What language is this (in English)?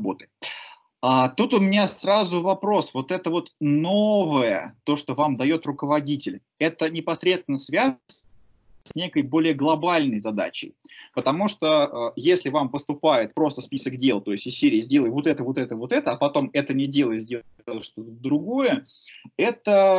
Russian